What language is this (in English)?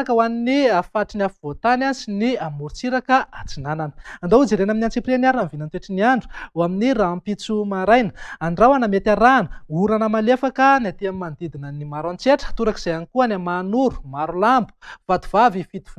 Malagasy